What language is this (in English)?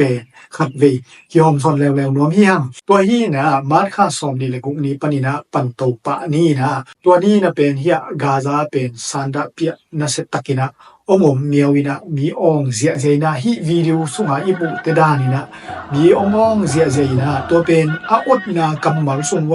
Tedim Chin